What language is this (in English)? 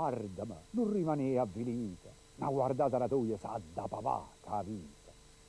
Neapolitan